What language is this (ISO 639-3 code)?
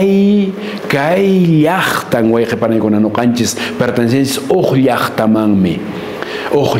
que